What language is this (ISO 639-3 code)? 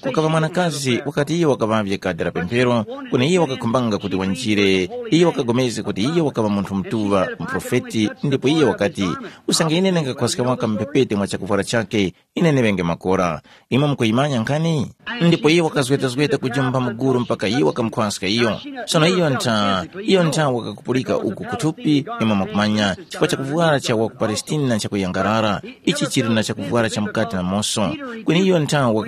tum